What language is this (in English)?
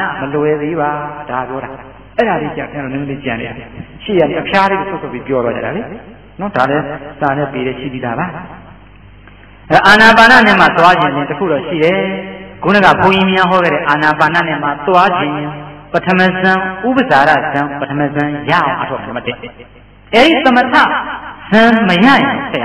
Burmese